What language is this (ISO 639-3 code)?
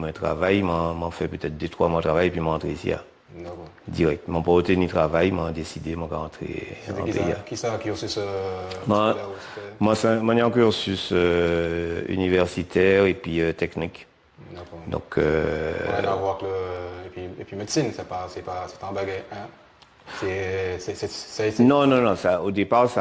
gcf